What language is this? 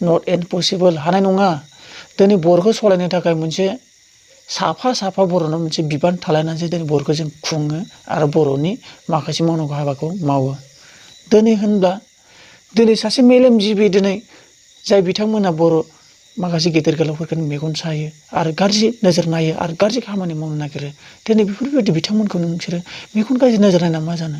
Bodo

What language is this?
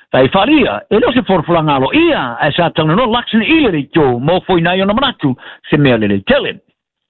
Samoan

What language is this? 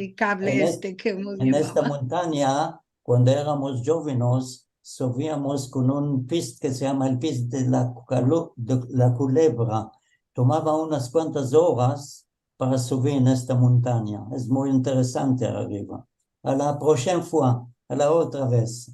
Ladino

